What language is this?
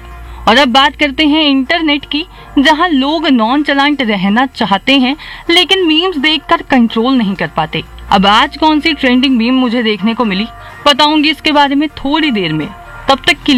Hindi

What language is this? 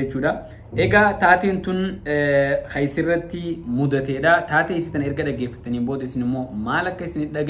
Oromo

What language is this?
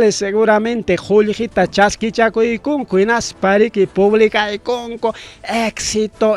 Ayacucho Quechua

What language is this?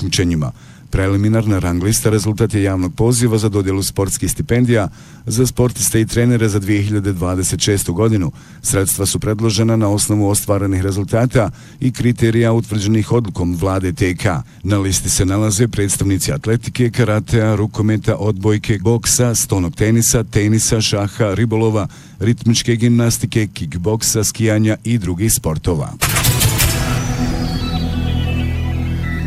Bosnian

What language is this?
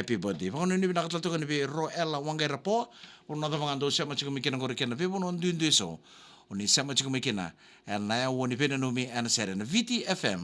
Fijian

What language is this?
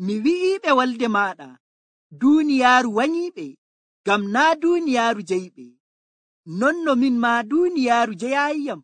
Nigerian Fulfulde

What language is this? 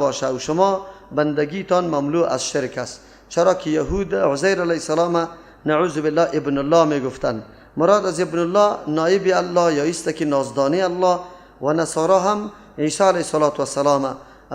Persian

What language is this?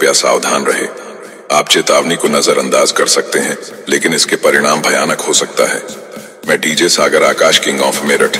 Hindi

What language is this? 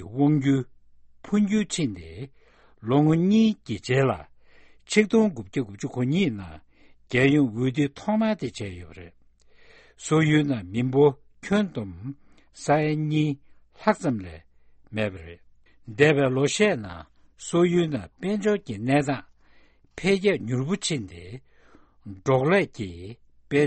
Tibetan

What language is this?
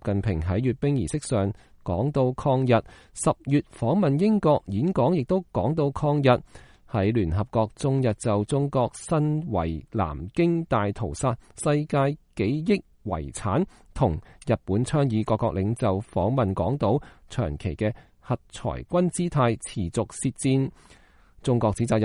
Cantonese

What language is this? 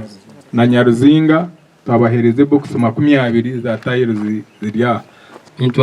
Nyankole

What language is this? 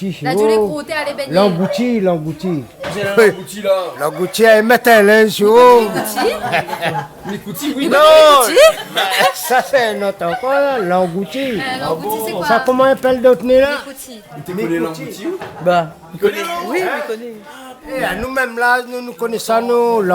Réunion Creole French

